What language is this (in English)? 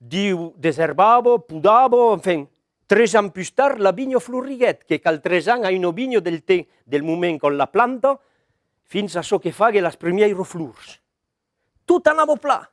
Occitan